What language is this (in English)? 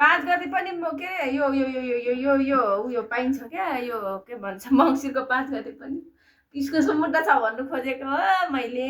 Nepali